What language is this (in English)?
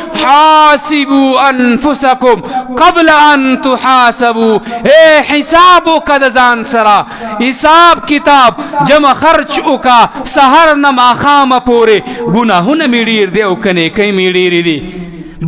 Pashto